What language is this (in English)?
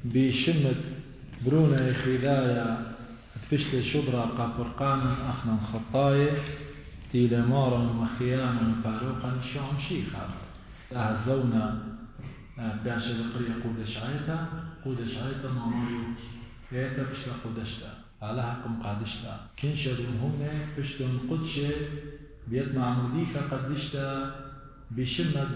Assyrian Neo-Aramaic